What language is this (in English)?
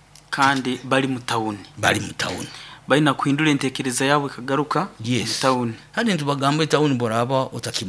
Nyoro